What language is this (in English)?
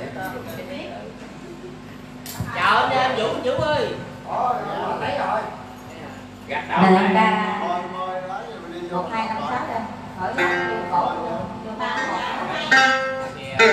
Vietnamese